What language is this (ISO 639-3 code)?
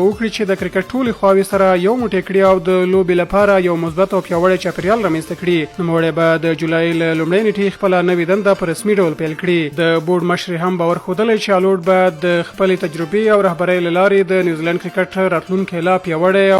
pus